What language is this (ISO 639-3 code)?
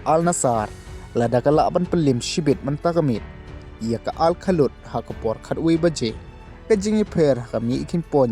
kha